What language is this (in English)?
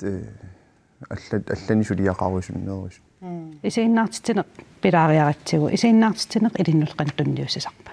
Kalaallisut